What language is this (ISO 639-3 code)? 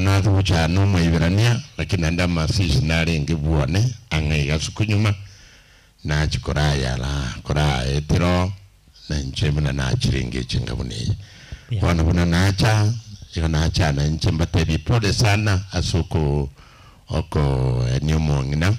guz